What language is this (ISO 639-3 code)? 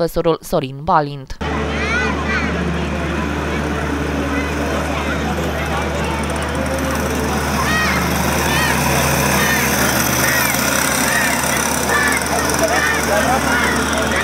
ron